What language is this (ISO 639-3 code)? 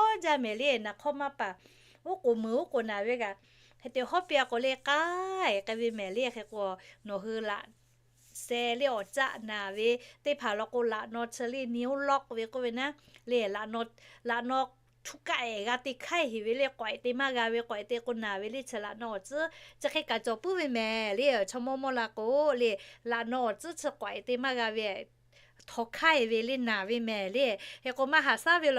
lhu